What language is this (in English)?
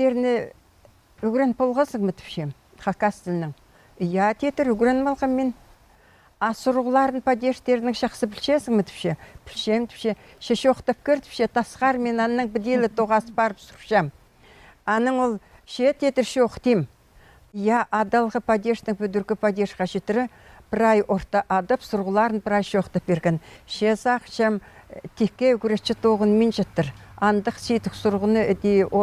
Khakas